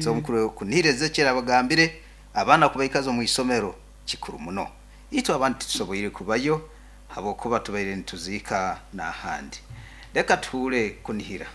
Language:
Nyankole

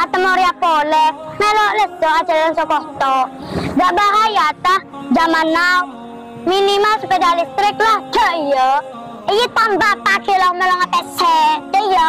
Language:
Madurese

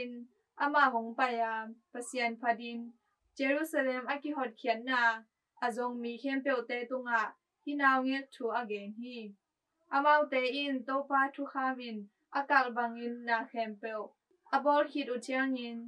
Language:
Tedim Chin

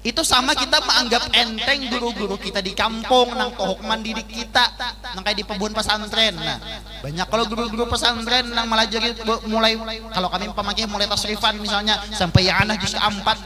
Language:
Banjar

